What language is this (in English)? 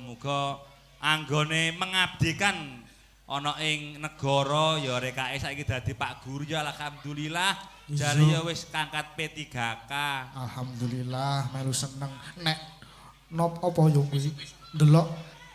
Javanese